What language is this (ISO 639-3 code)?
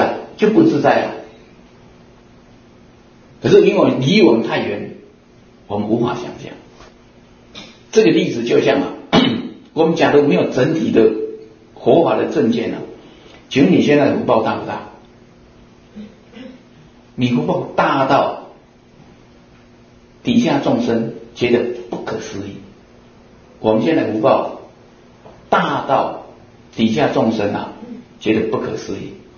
zho